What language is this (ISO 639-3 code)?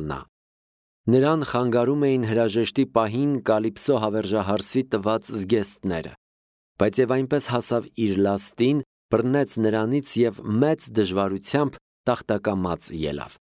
hye